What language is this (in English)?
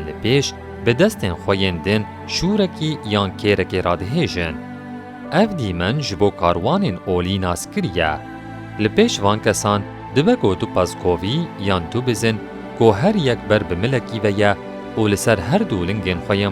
Kurdish